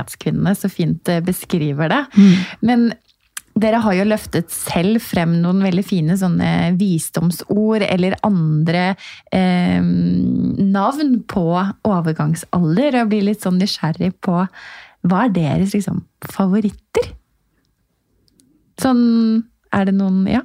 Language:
Norwegian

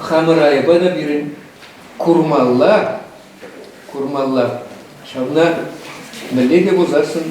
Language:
Chuvash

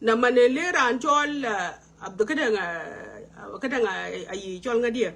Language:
Nuer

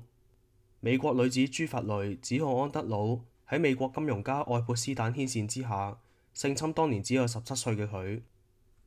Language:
Cantonese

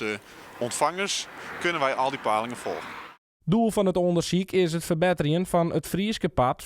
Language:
Western Frisian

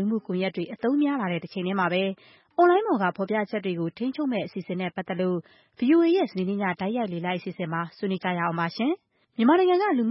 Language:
Burmese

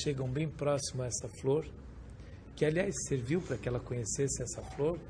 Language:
Portuguese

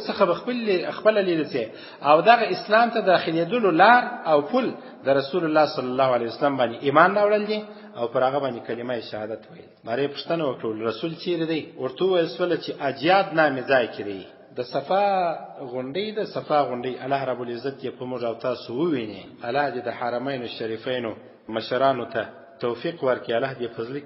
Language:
Pashto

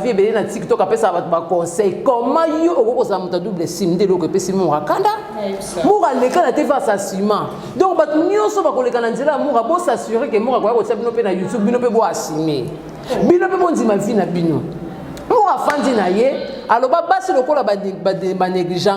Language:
Lingala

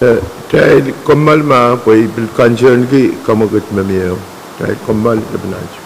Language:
Pohnpeian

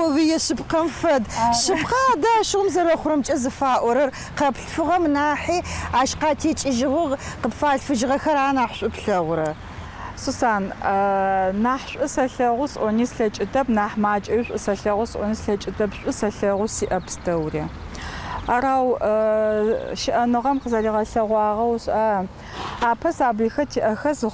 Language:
Adyghe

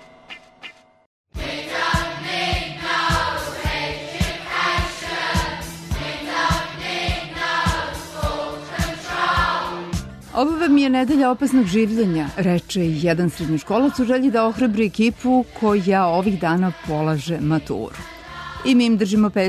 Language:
Serbian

